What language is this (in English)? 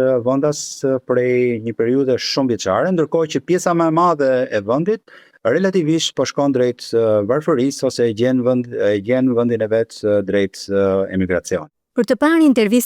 Albanian